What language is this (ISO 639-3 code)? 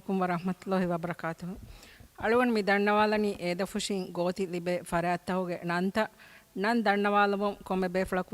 div